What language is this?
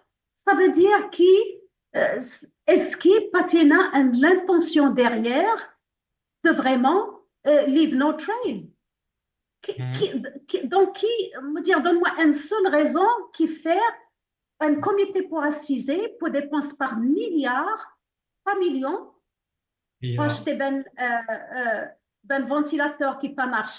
Morisyen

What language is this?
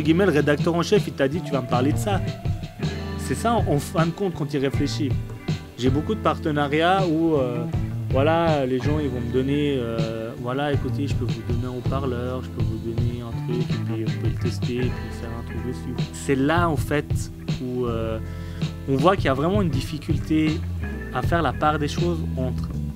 French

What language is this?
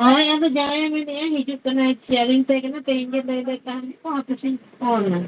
Santali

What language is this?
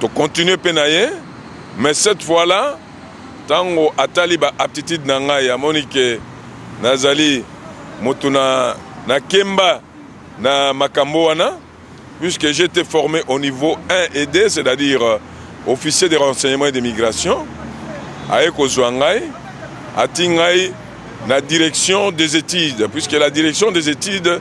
Lingala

